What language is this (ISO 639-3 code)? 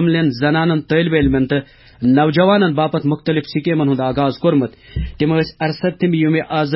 kas